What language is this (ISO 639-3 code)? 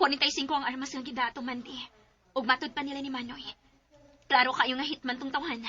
ceb